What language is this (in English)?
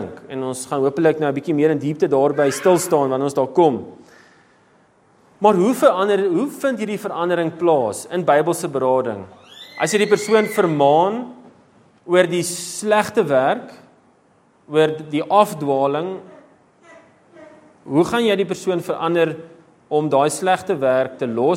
Afrikaans